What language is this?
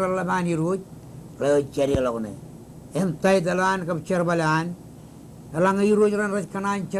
Marshallese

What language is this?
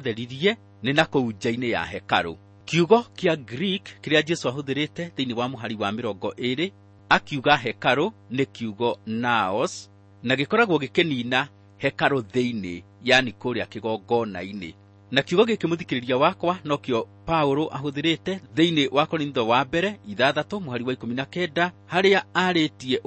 Kikuyu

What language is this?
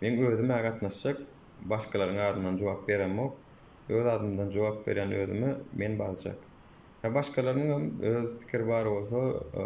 Turkmen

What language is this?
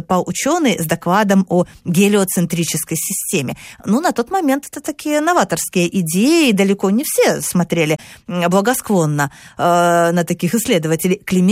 Russian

